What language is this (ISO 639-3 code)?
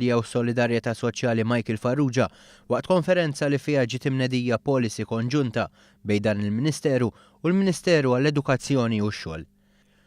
mlt